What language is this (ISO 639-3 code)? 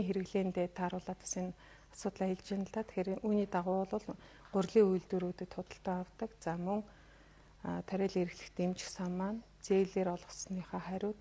mon